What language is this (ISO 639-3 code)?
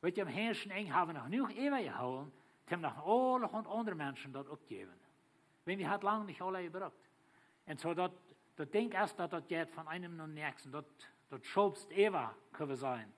pdt